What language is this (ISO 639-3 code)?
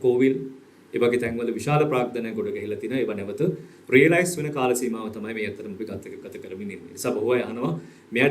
sin